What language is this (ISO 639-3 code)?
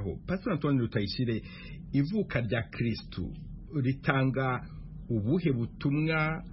kin